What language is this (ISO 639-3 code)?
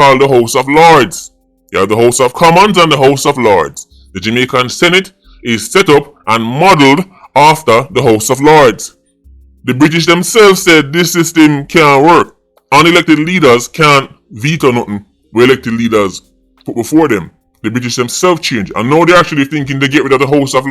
jam